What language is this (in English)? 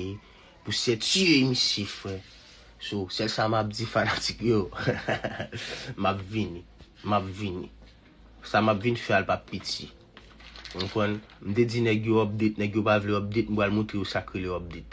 Haitian Creole